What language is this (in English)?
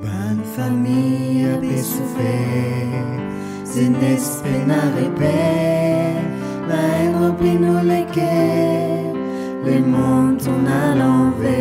Morisyen